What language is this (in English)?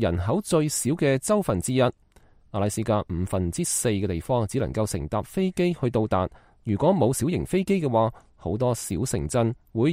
Cantonese